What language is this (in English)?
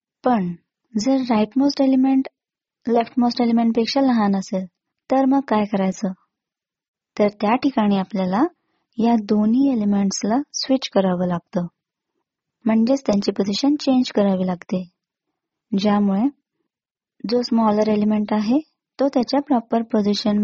Marathi